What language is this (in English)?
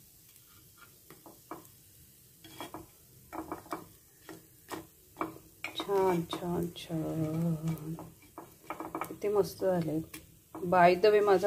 Marathi